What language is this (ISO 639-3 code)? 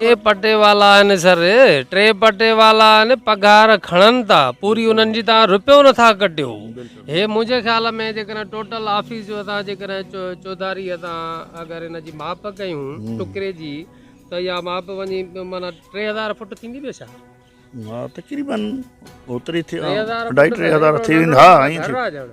snd